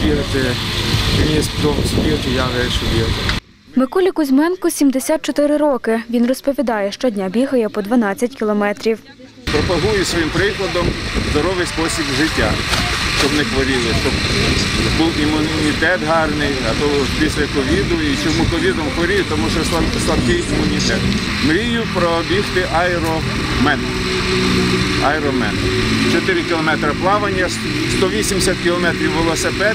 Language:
Ukrainian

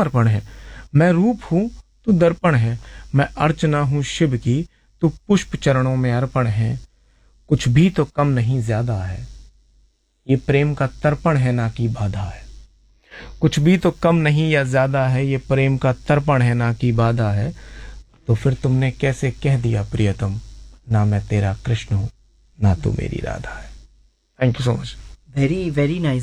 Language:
Hindi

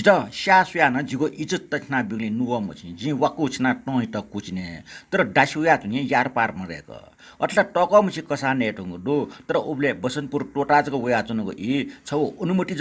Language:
Newari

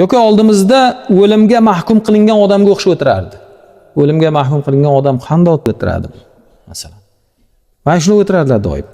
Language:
Uzbek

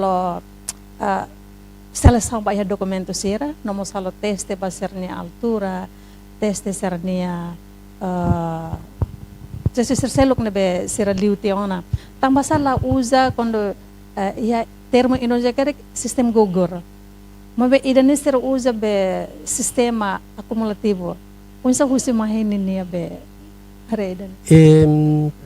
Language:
Tetum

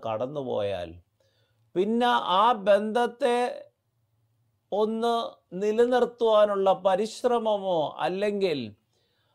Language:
Malayalam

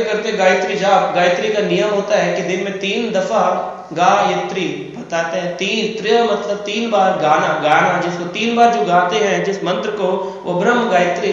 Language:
Hindi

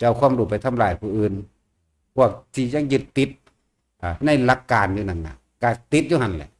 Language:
Northeastern Thai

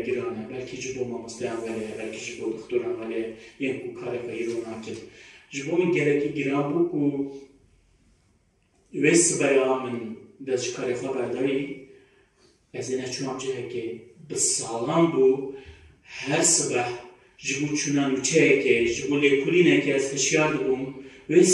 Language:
Kurdish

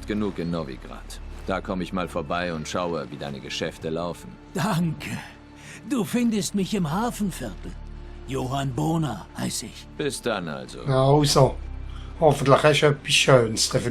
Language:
Swiss German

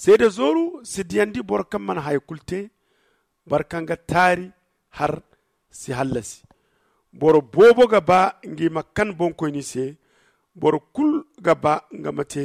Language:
Zarma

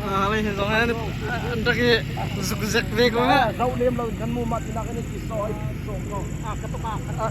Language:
Hakha Chin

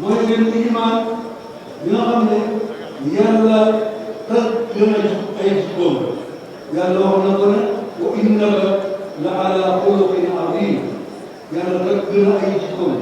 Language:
Wolof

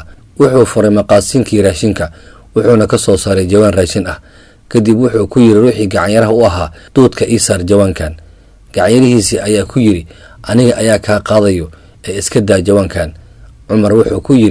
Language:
Somali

